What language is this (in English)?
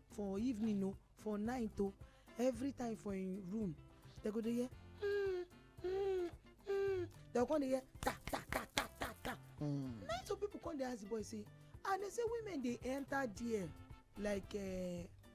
Nigerian Pidgin